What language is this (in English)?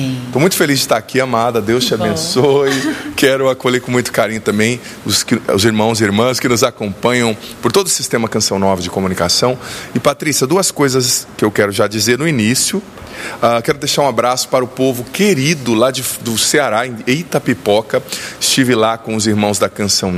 Portuguese